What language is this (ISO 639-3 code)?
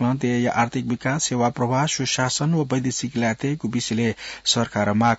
new